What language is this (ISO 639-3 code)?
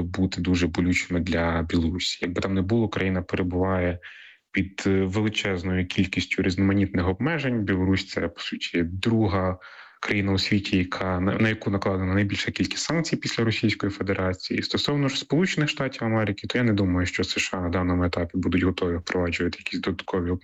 ukr